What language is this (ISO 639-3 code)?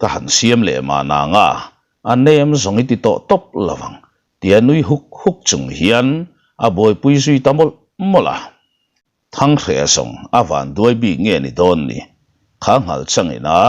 lus